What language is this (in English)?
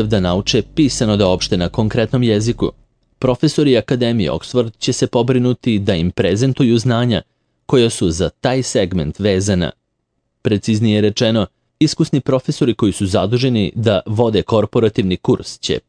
Serbian